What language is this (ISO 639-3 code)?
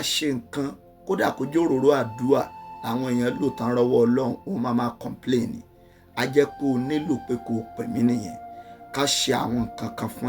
yor